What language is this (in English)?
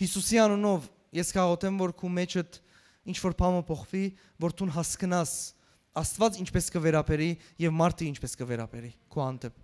Western Armenian